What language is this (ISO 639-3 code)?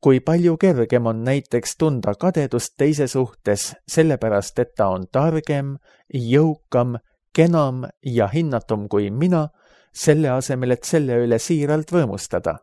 est